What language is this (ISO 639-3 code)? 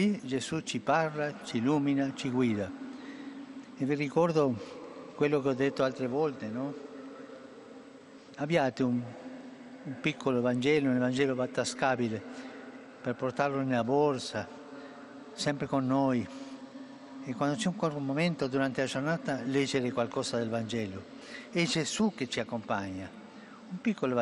ita